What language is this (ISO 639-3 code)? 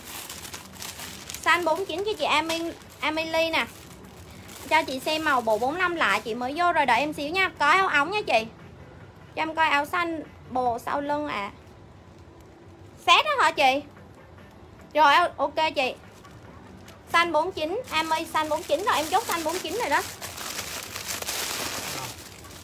vie